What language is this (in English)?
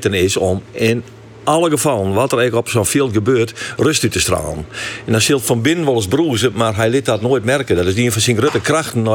Western Frisian